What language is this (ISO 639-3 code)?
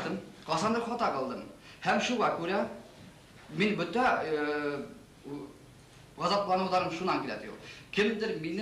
bak